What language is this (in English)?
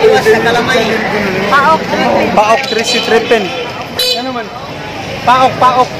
Cebuano